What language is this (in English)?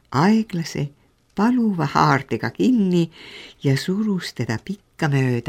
Estonian